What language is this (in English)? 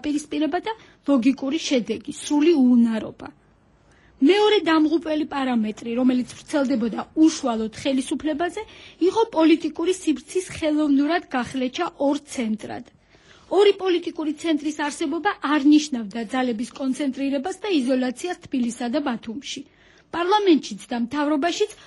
Georgian